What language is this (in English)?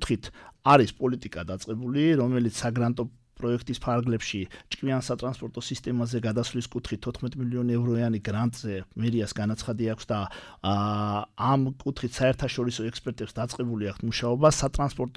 Georgian